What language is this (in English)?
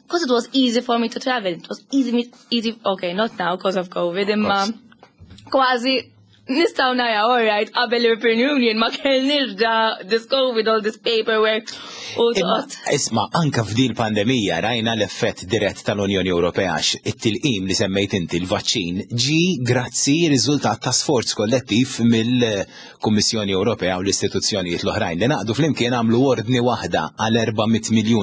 Maltese